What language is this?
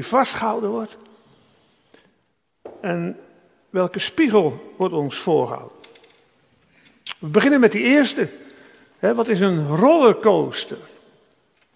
Dutch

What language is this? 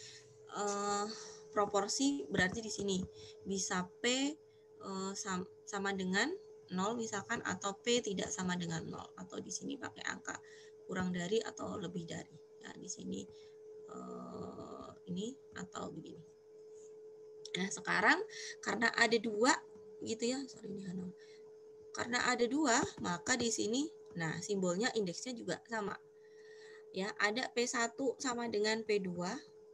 Indonesian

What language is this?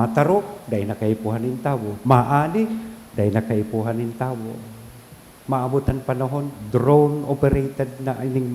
Bikol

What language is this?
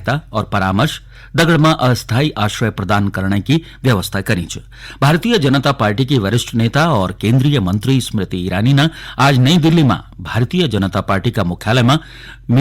Garhwali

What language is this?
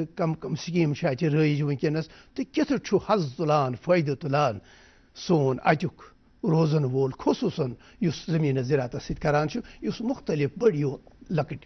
Kashmiri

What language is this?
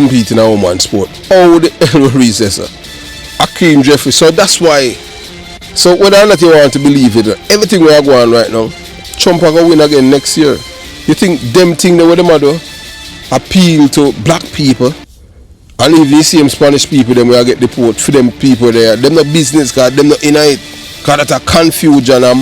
Jamaican Creole English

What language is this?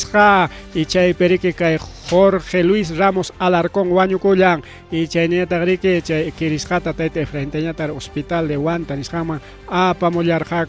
Ayacucho Quechua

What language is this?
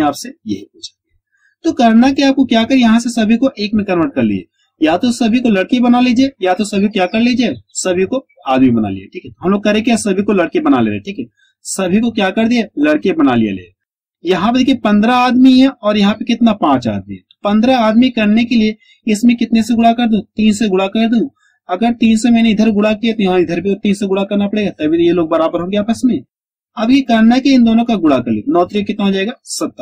Hindi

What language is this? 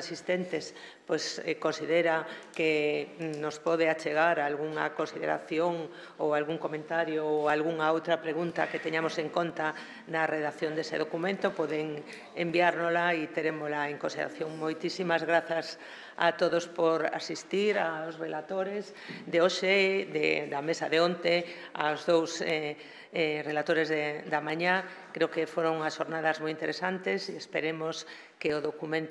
Galician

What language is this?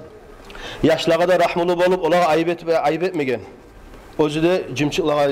Kumyk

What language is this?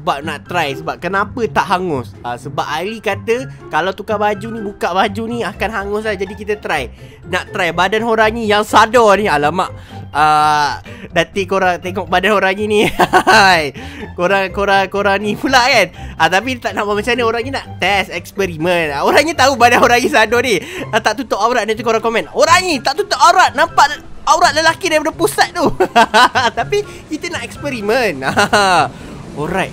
Malay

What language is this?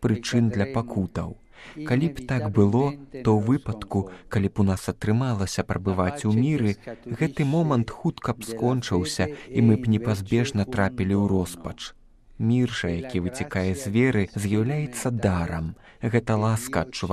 Belarusian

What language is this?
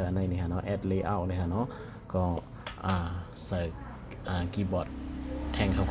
Shan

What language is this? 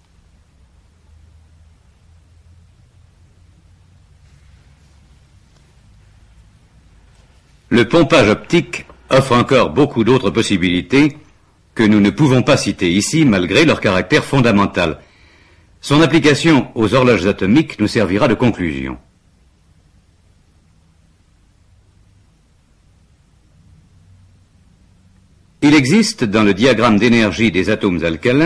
French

